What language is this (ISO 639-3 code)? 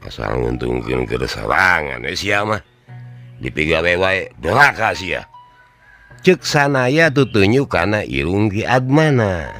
sun